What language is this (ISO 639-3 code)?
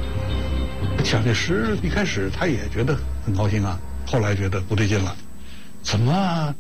zho